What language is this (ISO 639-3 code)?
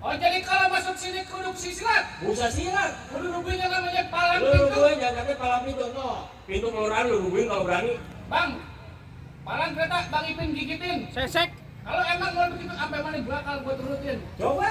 bew